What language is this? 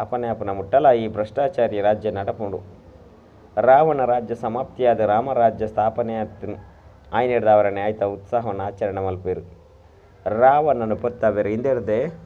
Tulu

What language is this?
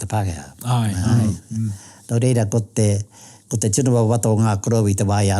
Māori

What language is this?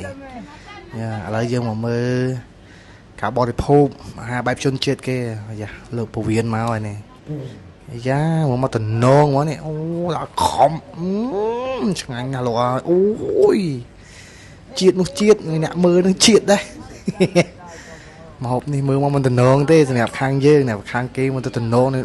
Khmer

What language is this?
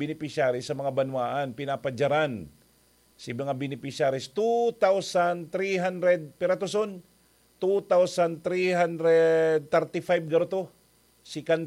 Bikol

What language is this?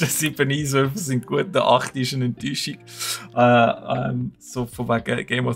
Swiss German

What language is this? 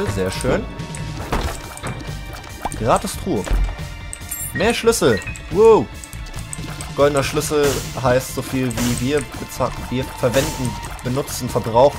German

